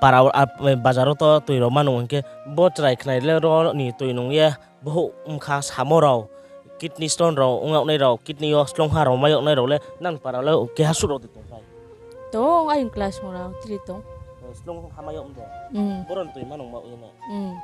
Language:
Riang (India)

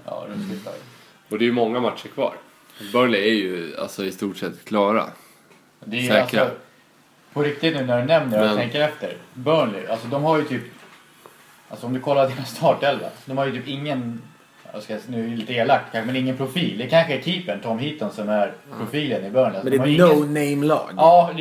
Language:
Swedish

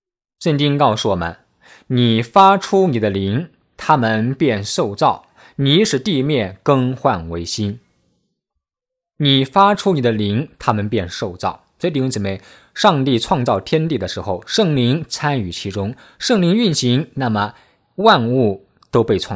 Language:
Chinese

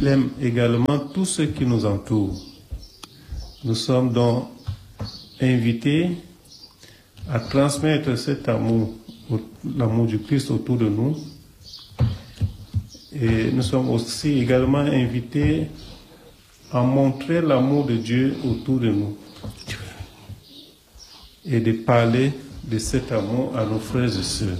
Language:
French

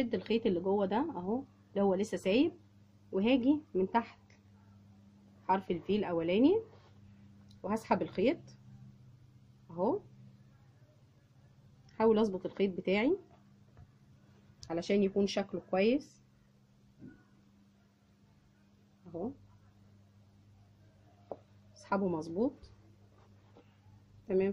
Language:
Egyptian Arabic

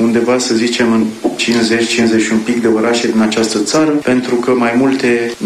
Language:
Romanian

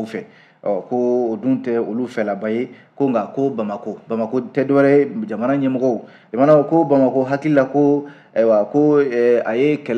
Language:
Bambara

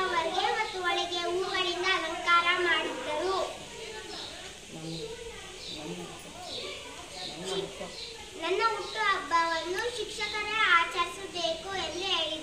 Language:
Kannada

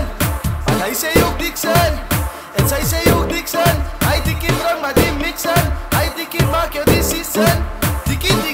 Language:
Afrikaans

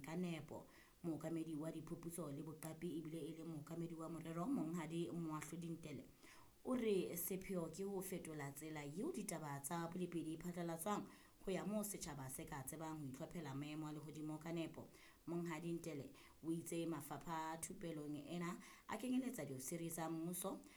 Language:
Southern Sotho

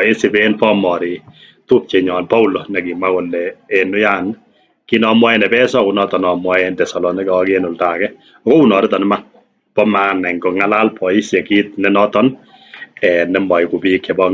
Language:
Kalenjin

